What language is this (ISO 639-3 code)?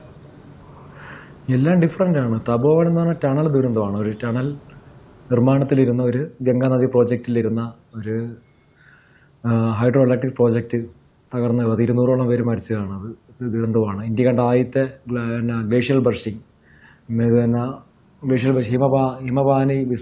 mal